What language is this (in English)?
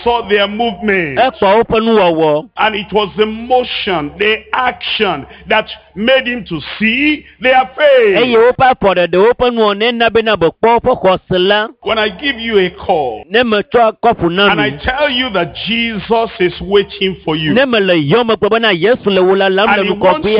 Ewe